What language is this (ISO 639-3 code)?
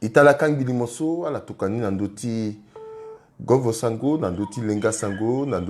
sag